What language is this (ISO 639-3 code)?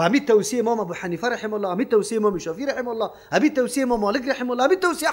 fas